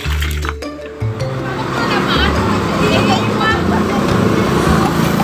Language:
Banjar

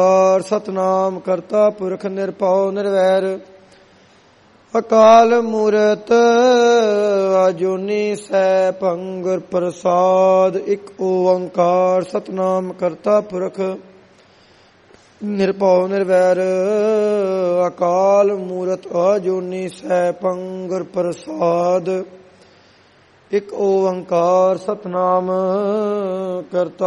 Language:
Punjabi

